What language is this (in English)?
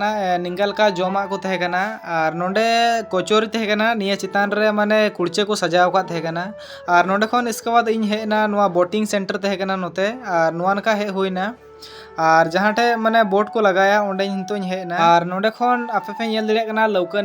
Santali